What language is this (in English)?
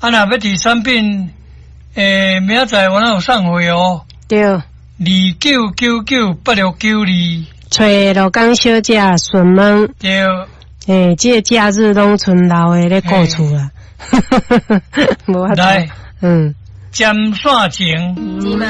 Min Nan Chinese